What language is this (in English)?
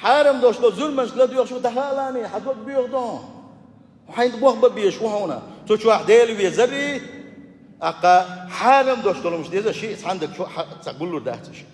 Chechen